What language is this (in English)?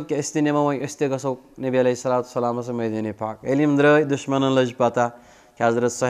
Kashmiri